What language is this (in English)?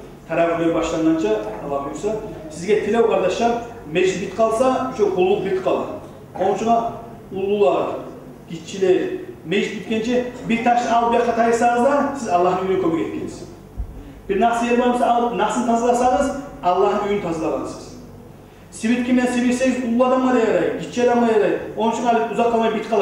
Kumyk